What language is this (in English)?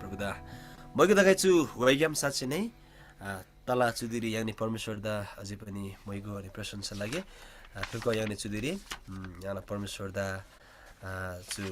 Eastern Tamang